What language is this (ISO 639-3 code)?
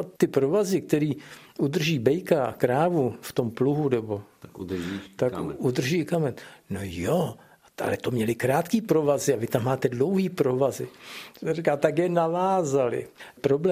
ces